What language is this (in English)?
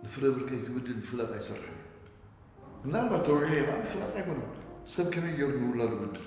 Tigrinya